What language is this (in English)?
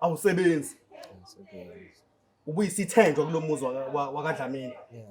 Zulu